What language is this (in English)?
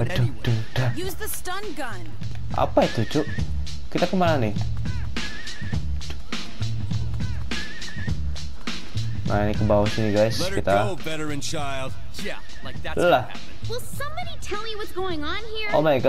Indonesian